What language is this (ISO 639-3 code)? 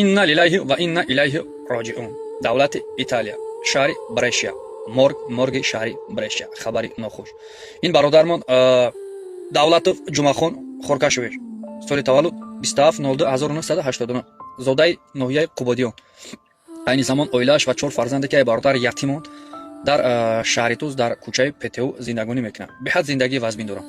tgk